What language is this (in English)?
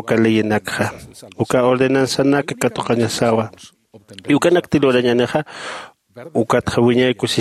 Aymara